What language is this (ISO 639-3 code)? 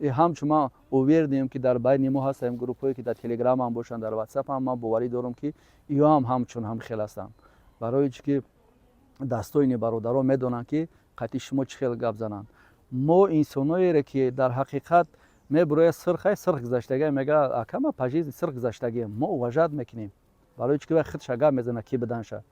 tgk